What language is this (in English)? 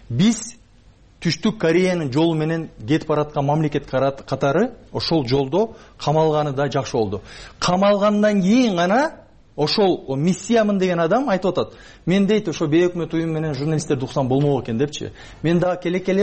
Kyrgyz